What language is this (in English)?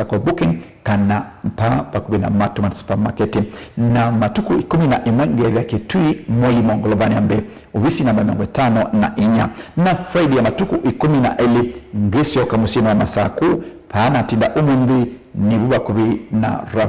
Kamba